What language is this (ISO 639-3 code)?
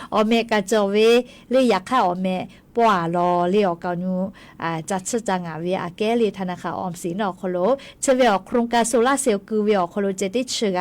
lhu